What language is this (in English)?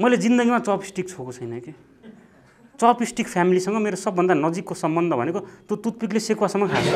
Nepali